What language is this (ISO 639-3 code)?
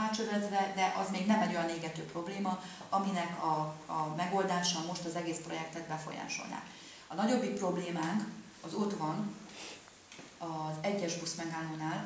hun